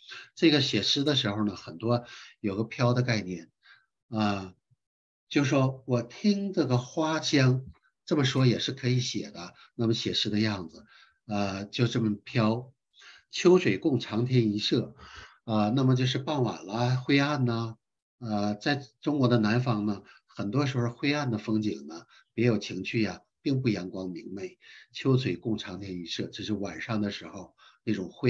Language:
Chinese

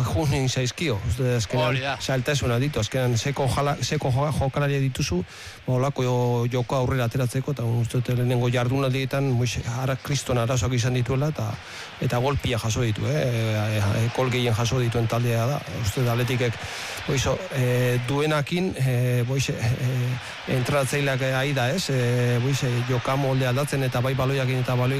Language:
Basque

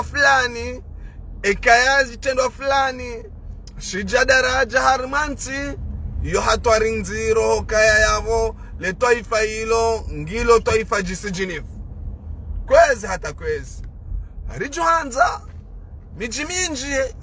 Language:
Ngazidja Comorian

